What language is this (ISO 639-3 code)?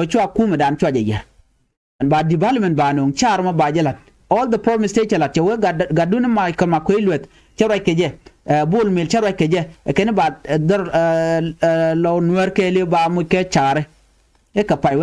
nus